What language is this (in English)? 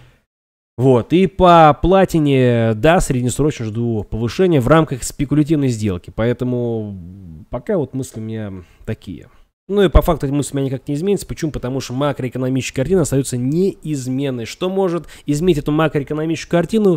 Russian